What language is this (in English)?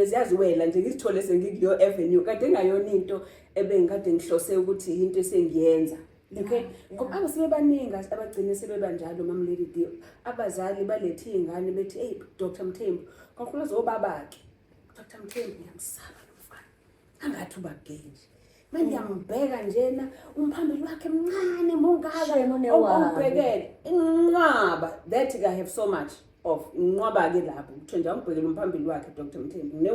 Zulu